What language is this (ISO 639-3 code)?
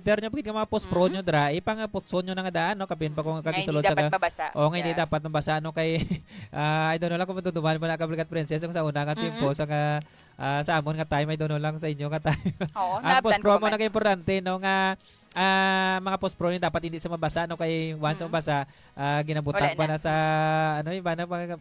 hil